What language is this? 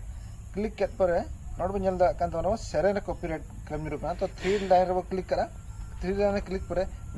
Santali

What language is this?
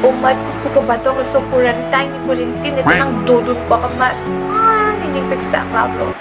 Karbi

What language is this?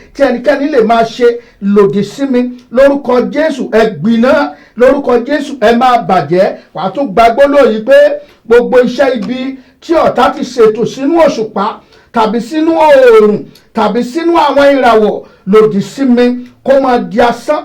Yoruba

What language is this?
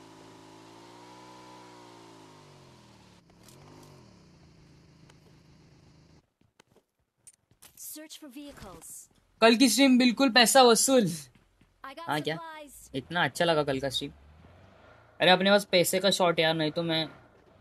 Hindi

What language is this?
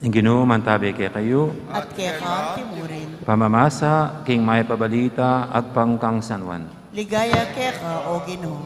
Pampanga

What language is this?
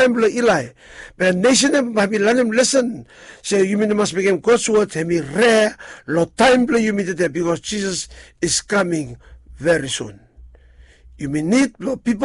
Bislama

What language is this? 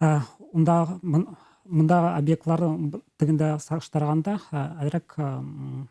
Bashkir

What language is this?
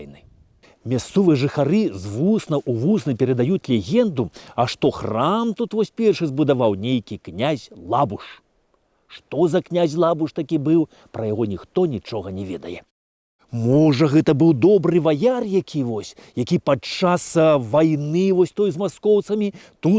Belarusian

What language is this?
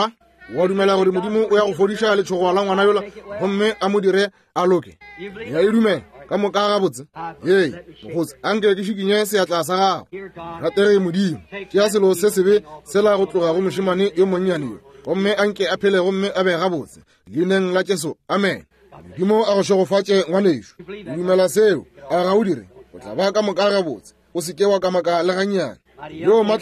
Northern Sotho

